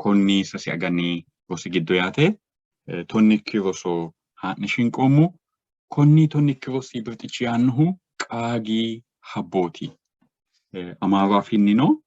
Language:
Sidamo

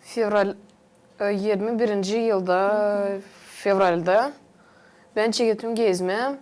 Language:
Gagauz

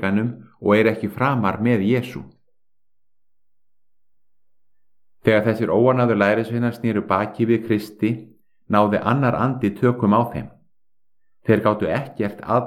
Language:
Icelandic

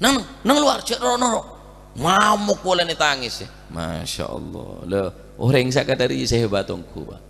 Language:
Madurese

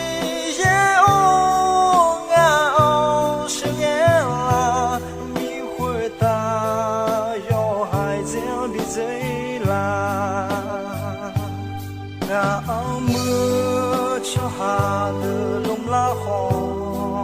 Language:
Akha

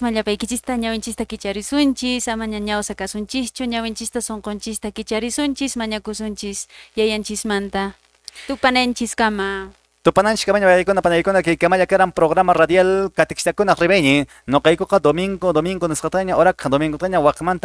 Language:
Quechua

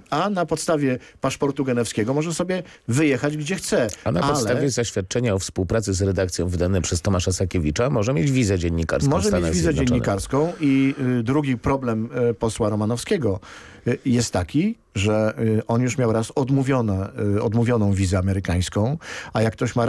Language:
Polish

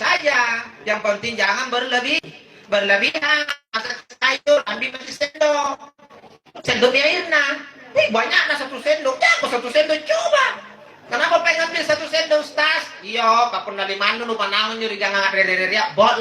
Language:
Makasar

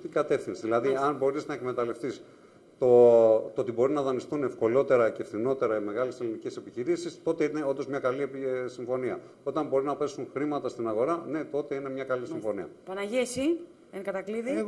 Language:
Greek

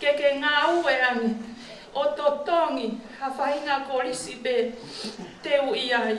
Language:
Tongan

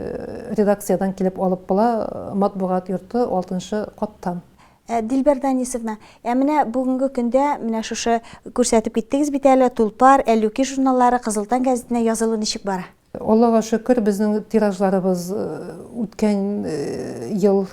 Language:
Tatar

